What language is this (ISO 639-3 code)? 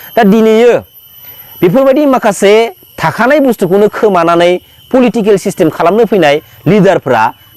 brx